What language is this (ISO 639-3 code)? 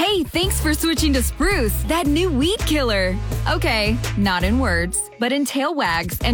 eng